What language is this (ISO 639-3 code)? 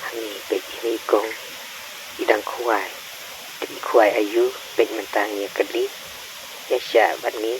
kha